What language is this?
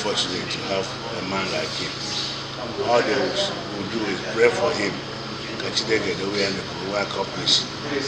Igbo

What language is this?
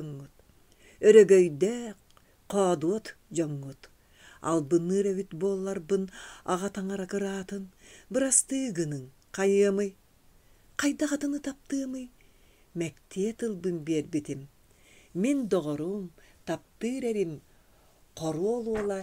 Yakut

